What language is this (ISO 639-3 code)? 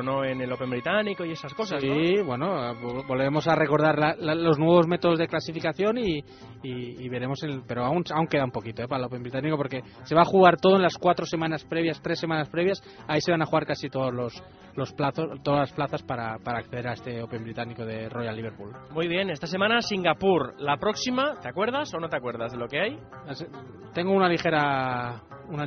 spa